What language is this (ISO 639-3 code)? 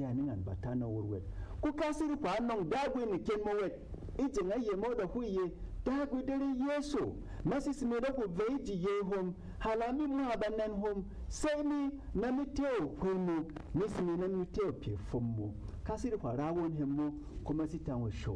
bom